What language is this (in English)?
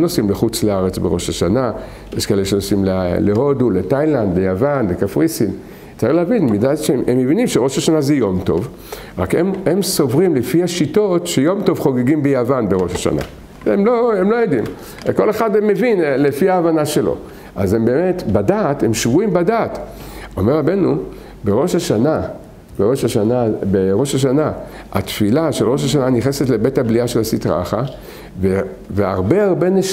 Hebrew